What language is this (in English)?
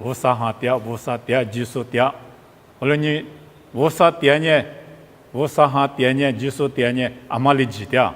Lisu